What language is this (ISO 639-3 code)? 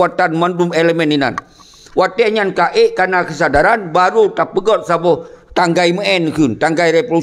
ace